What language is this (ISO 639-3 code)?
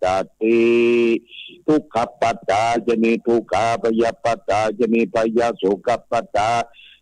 pli